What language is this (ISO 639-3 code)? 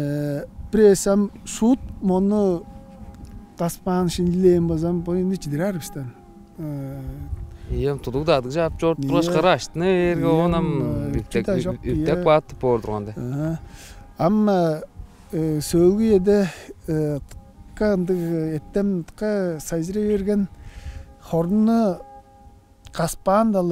tyv